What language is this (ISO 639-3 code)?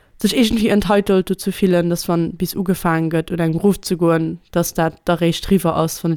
ltz